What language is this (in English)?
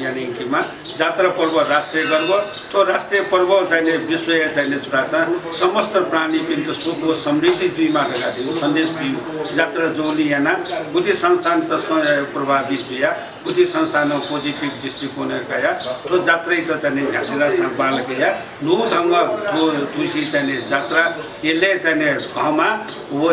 Newari